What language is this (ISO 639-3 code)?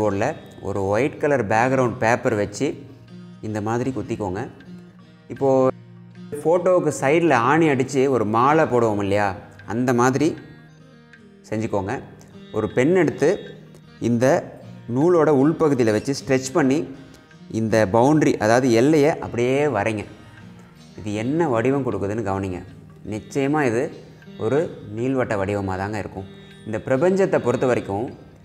tam